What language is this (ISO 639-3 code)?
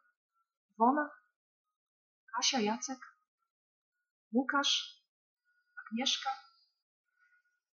pol